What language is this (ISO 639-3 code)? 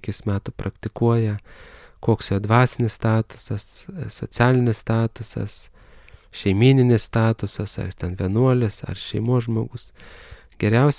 lit